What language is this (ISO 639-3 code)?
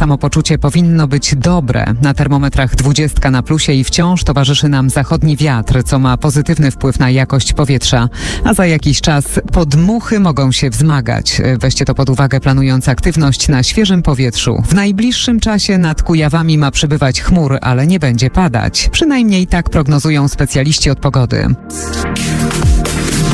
pol